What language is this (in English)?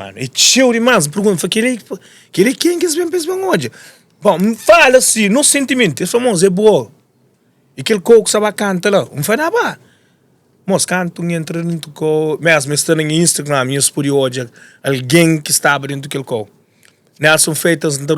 Kabuverdianu